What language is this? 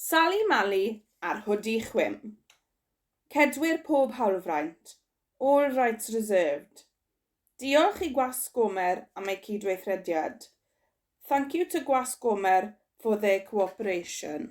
Welsh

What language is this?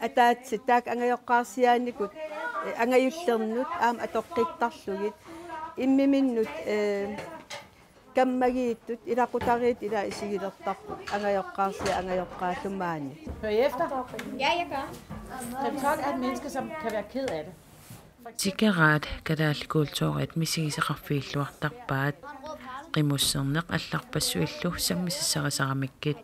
Kalaallisut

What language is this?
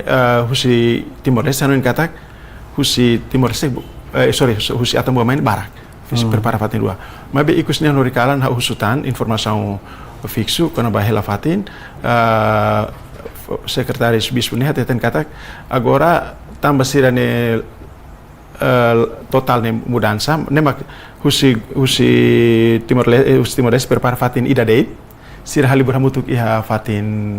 Tetum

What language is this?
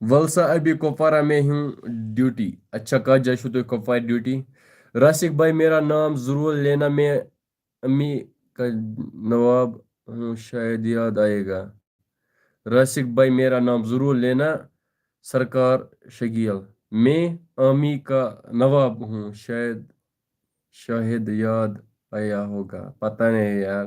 Kashmiri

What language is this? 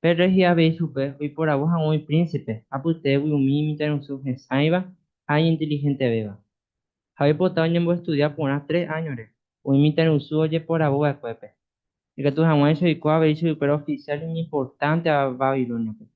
Guarani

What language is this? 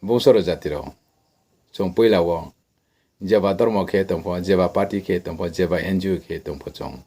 Riang (India)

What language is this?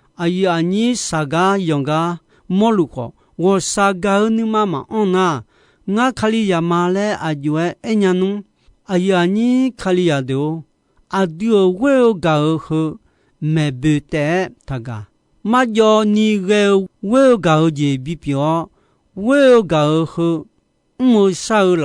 Akha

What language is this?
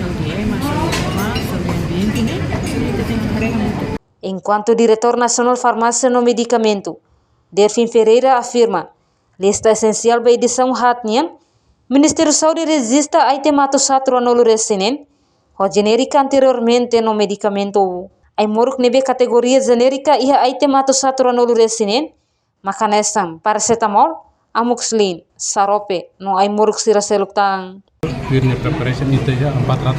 Tetum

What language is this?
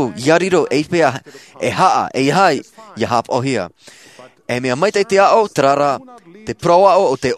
Tahitian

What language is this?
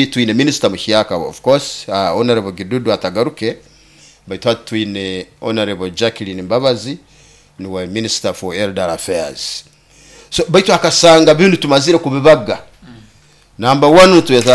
Nyoro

